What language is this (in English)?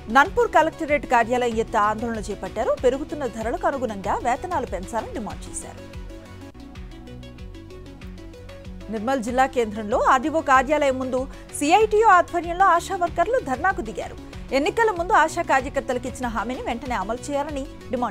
Telugu